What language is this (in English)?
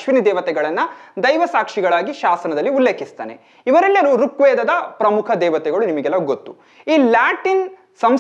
Kannada